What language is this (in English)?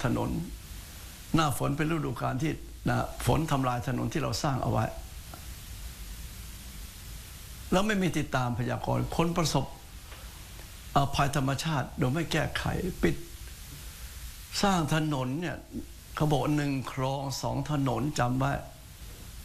Thai